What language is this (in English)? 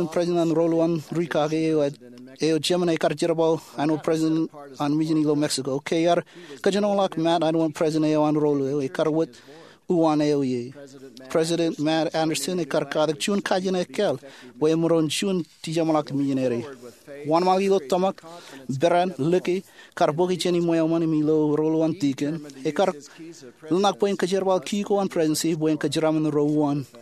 Marshallese